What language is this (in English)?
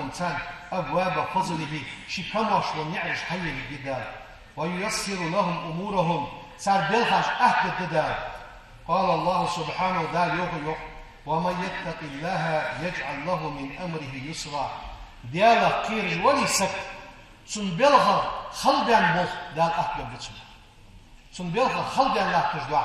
Ingush